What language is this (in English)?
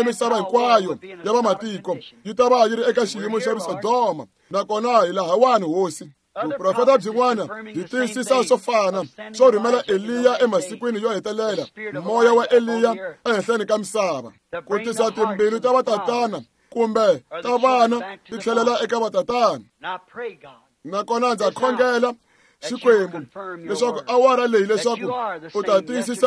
Tsonga